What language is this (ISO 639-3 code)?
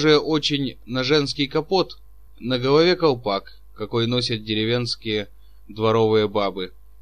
rus